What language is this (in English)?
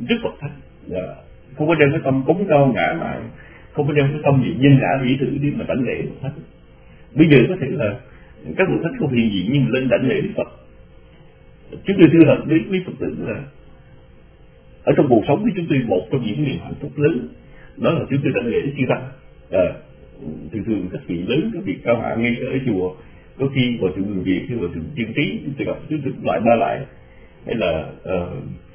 Vietnamese